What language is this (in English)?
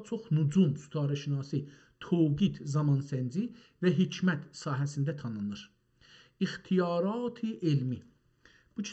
South Azerbaijani